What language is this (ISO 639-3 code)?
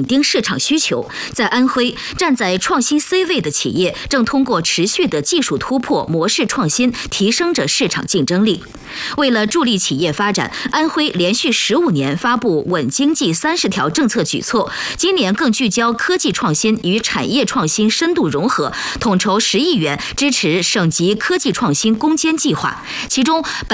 zho